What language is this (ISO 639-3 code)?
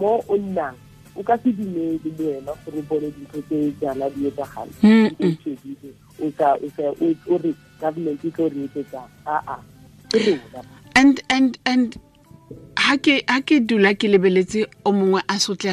tsn